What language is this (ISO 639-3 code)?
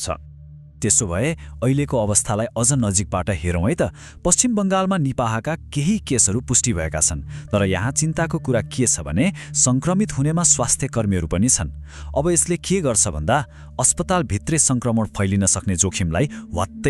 nep